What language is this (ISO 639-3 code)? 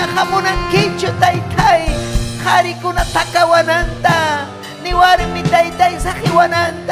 quy